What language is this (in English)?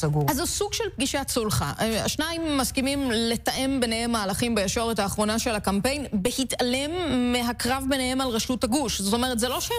Hebrew